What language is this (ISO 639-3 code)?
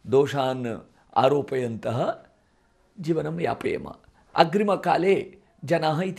san